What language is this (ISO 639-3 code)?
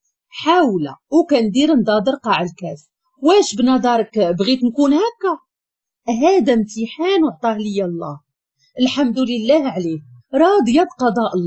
ary